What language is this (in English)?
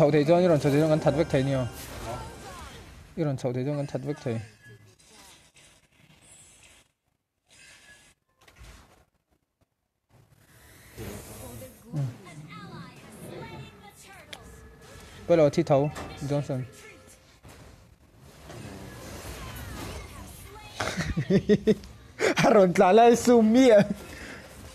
Vietnamese